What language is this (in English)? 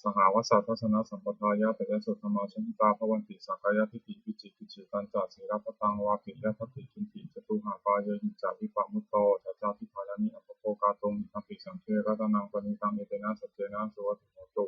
Pali